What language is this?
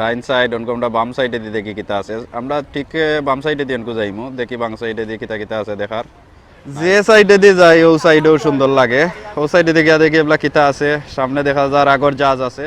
Sylheti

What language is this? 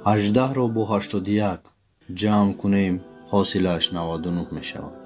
Tajik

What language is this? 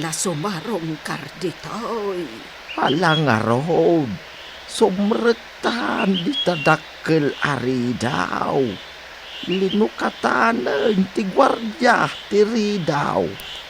Iloko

